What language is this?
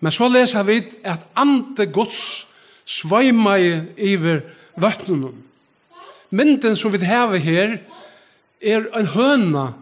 Faroese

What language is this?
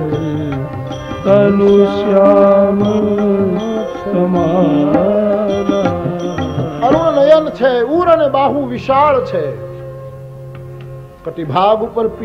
Gujarati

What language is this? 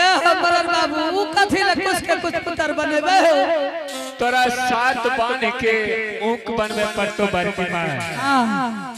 Angika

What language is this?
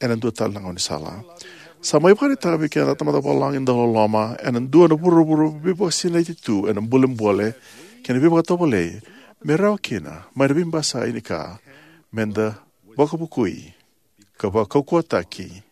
Fijian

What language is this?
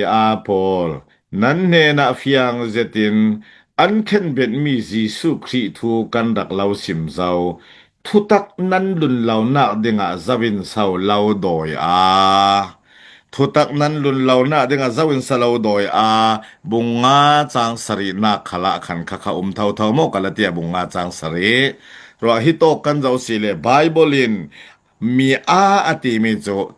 Falam Chin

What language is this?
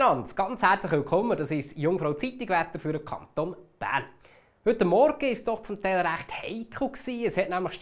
Swiss German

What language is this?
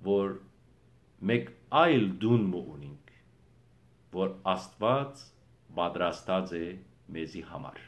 Western Armenian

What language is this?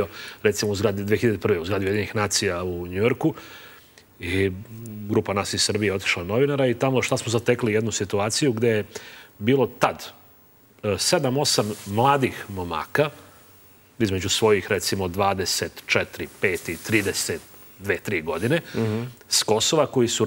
Serbian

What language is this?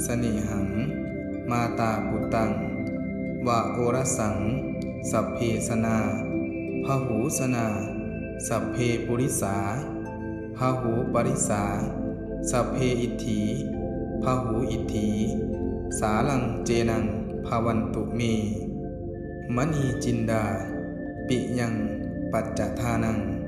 Pali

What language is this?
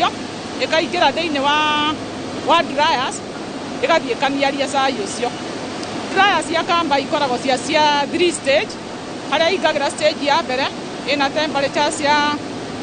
Kikuyu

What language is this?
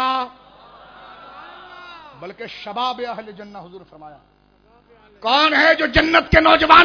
Urdu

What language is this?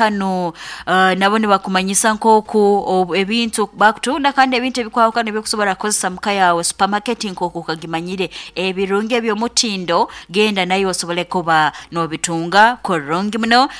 Nyoro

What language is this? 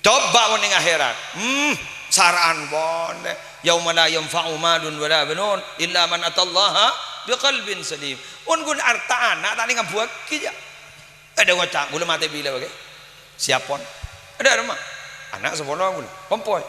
Madurese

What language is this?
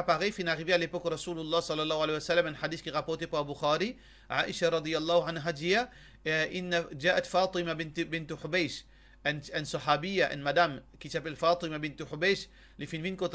Morisyen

